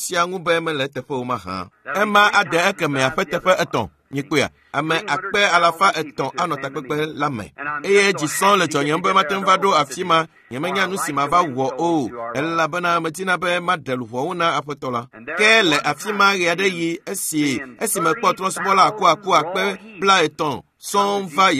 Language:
Ewe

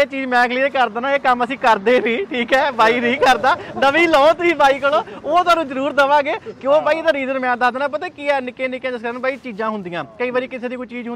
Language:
Punjabi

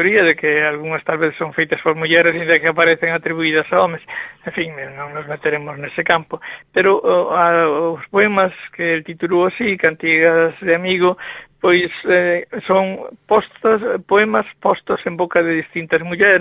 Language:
Galician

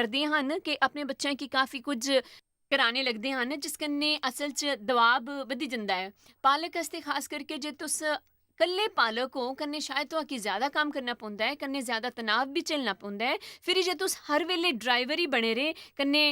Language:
Dogri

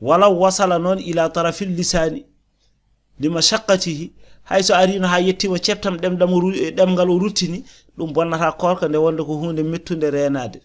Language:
Fula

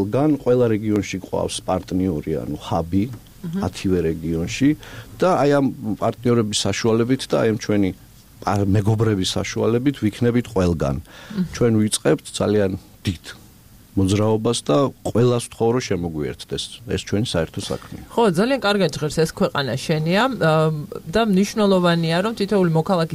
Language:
Georgian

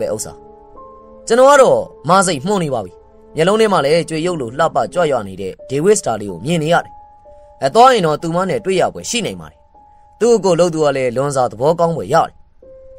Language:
Burmese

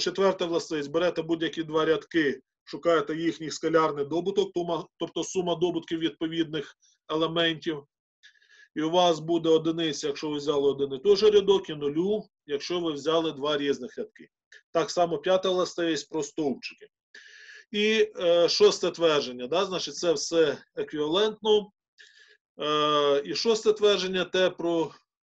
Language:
Ukrainian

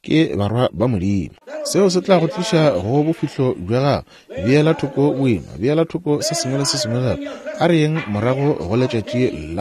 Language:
Northern Sotho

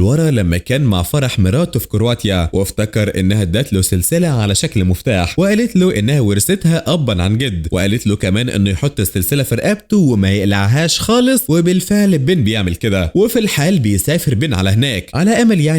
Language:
Egyptian Arabic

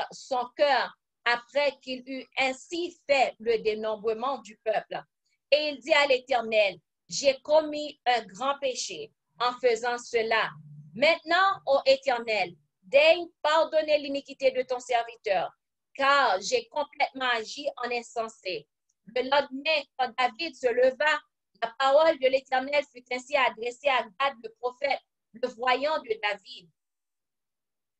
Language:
French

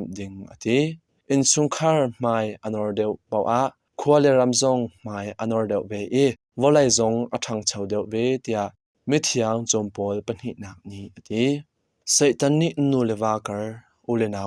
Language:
Hakha Chin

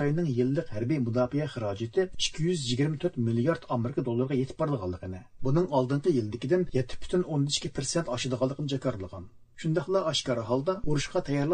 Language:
Uyghur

